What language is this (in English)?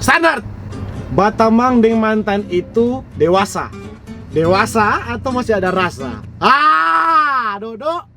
Manado Malay